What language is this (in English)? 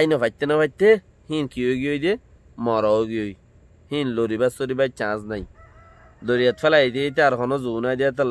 Rohingya